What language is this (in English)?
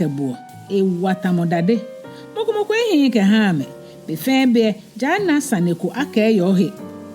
Ga